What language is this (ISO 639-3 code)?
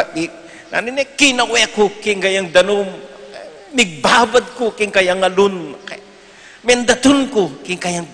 pam